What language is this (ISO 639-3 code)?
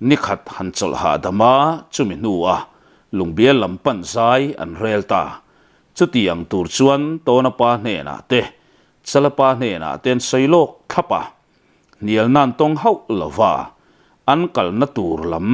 lus